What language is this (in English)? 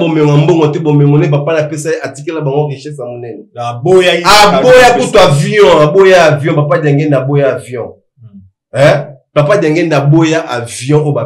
Lingala